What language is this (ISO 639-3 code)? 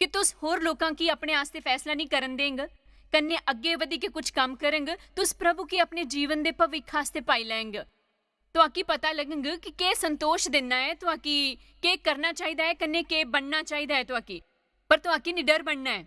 doi